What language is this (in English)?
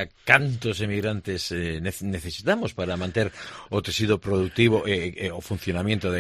Galician